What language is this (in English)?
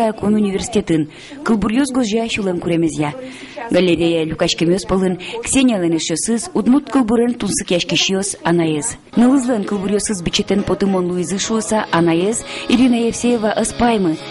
Udmurt